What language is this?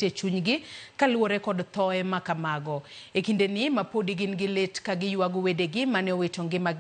Luo (Kenya and Tanzania)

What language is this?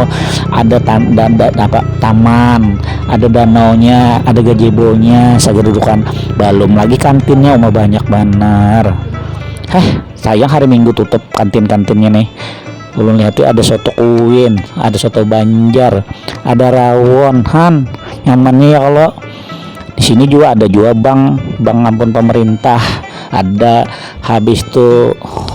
Banjar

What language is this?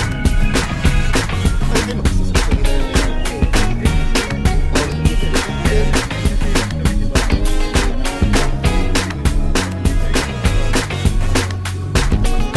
Filipino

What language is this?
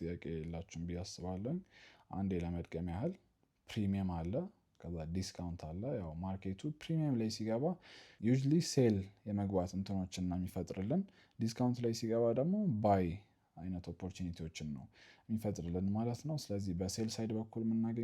Amharic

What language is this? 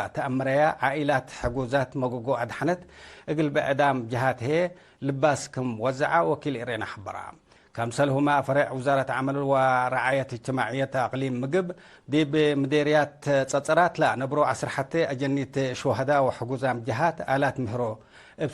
Tigre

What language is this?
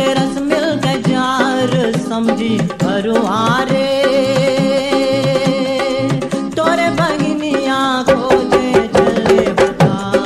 Bhojpuri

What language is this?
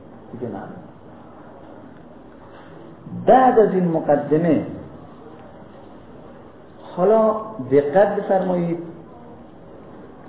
Persian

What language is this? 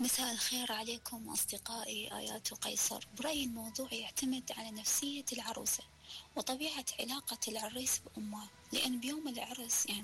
Mesopotamian Arabic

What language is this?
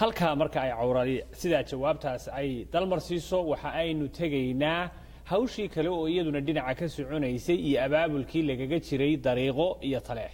Somali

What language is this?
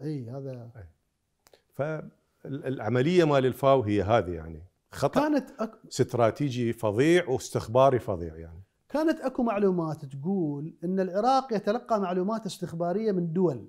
Mesopotamian Arabic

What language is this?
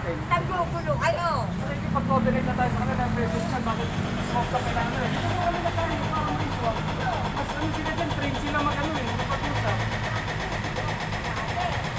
Filipino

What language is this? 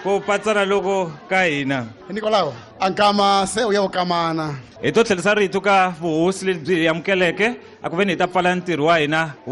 Tsonga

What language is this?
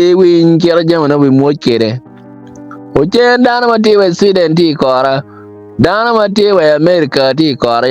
Acoli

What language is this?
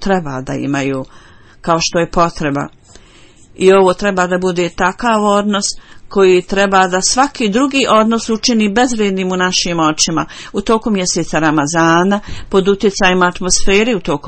Bosnian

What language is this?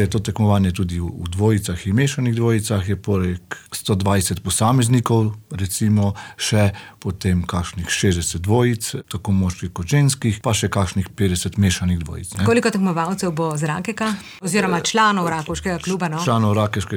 Slovenian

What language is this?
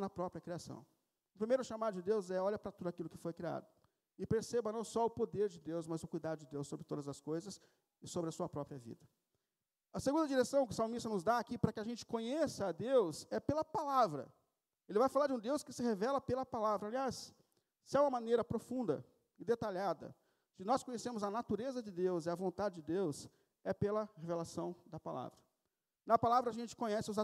Portuguese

